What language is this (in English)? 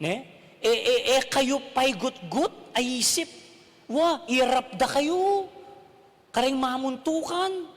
Pampanga